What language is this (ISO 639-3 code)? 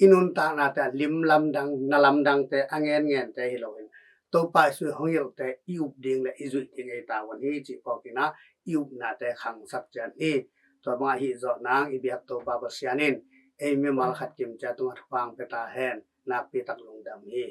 ctd